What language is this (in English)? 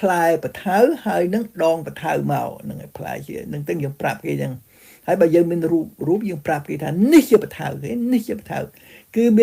Khmer